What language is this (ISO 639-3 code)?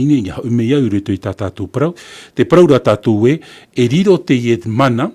tah